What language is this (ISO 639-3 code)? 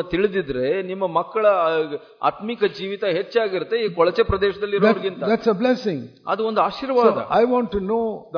kan